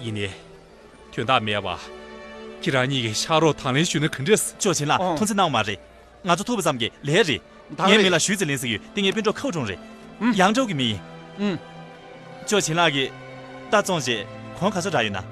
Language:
Tibetan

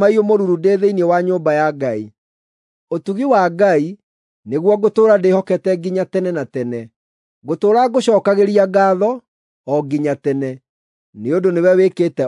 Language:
Kikuyu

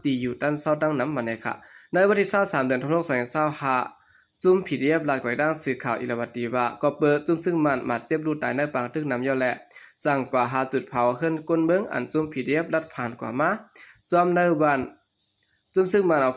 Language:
Shan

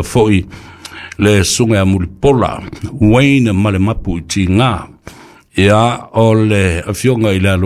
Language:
Samoan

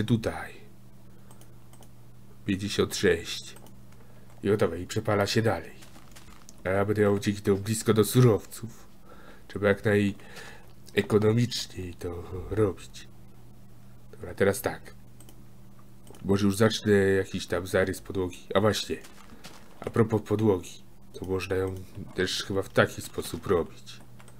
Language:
Polish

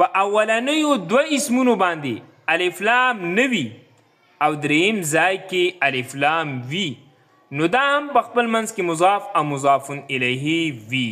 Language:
Pashto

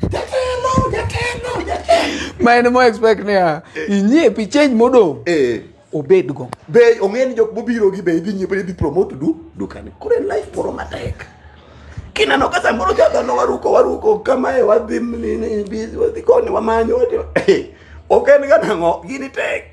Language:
Luo (Kenya and Tanzania)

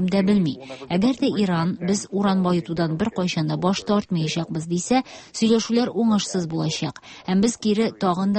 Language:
Tatar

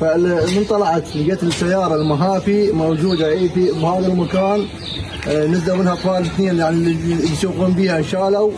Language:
Mesopotamian Arabic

